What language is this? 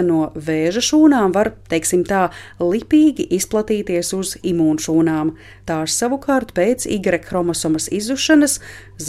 Latvian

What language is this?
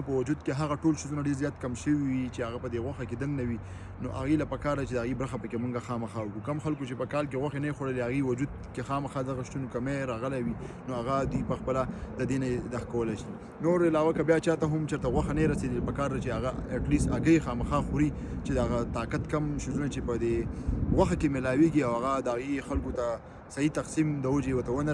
Pashto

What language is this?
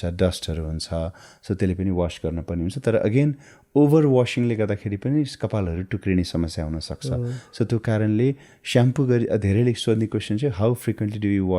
Nepali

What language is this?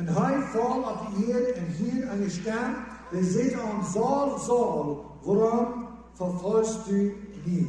Plautdietsch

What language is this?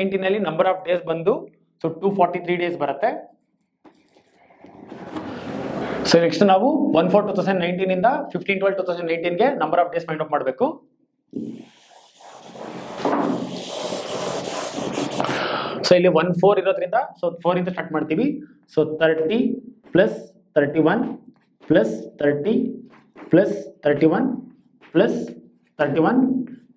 Kannada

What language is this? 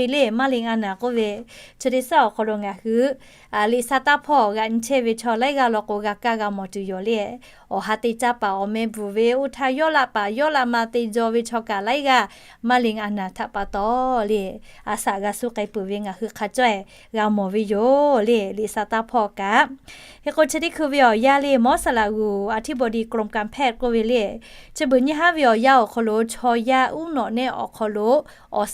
Lahu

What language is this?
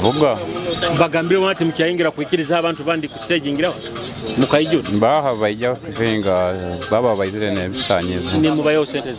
Nyoro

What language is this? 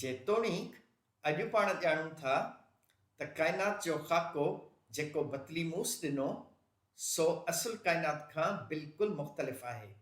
Sindhi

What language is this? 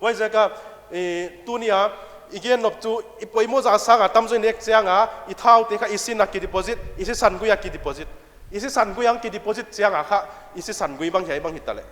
Paite Chin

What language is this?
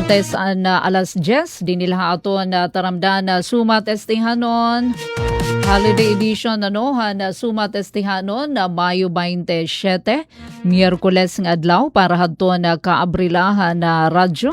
Waray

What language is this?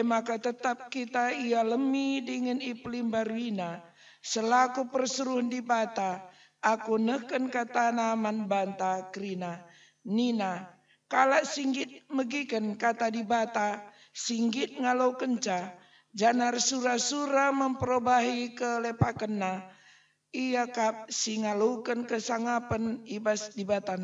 Batak Karo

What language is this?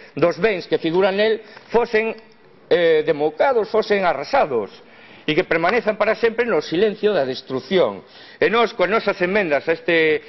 Galician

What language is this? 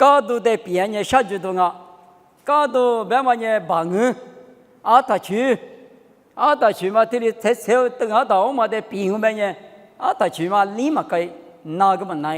Lisu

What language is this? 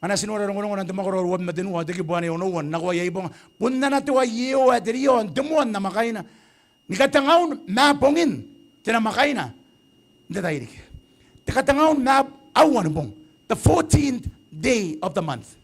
Gilbertese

